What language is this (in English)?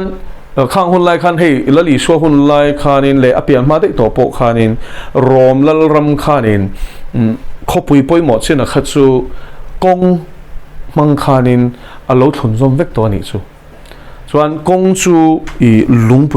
Mizo